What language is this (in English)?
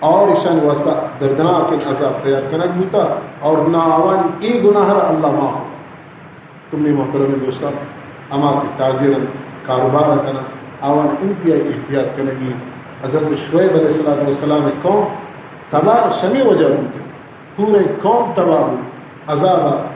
Baluchi